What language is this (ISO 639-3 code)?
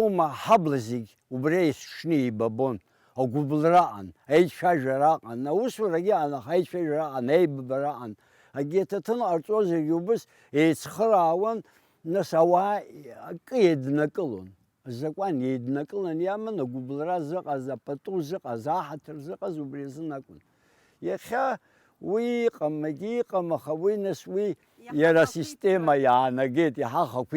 abk